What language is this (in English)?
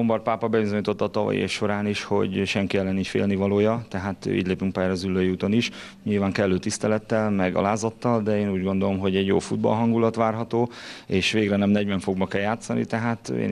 Hungarian